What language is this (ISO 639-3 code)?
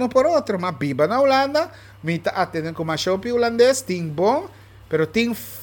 pap